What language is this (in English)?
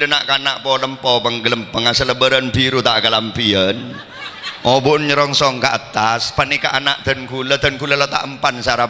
Madurese